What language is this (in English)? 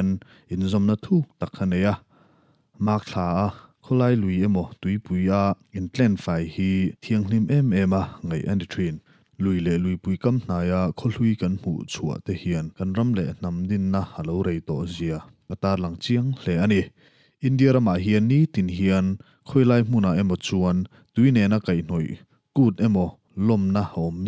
Mizo